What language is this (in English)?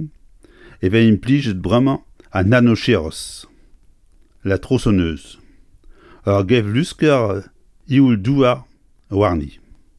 Breton